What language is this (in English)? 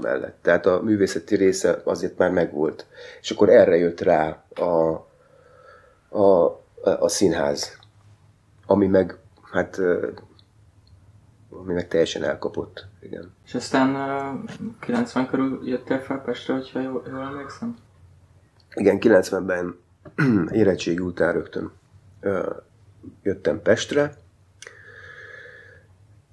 Hungarian